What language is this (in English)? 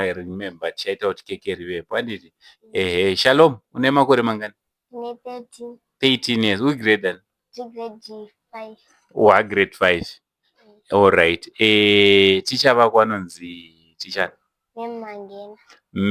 Shona